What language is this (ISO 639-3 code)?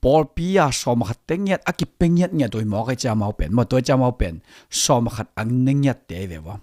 ctd